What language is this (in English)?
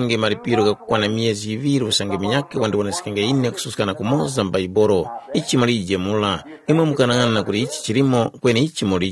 Tumbuka